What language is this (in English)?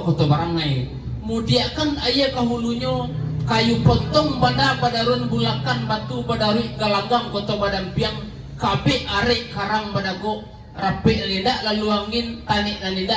Minangkabau